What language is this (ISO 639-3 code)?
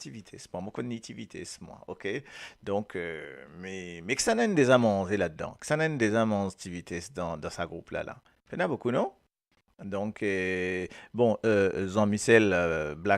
mfe